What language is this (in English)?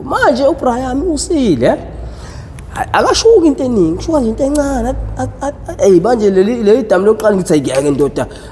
Zulu